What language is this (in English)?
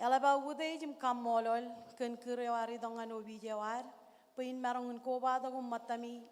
Marshallese